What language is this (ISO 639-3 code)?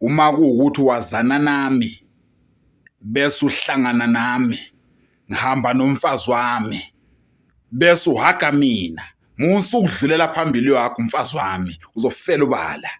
zul